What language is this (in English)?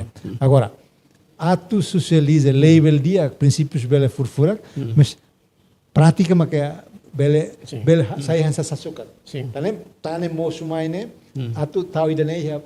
Tetum